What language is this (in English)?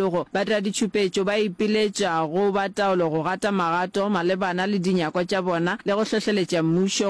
Northern Sotho